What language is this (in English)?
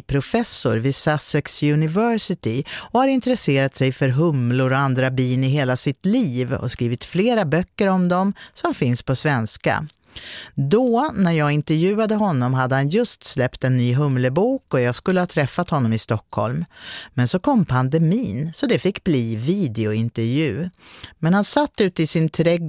Swedish